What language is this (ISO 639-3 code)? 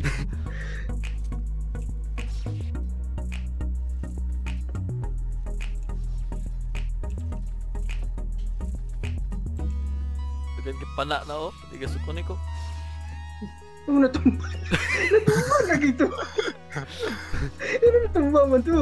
fil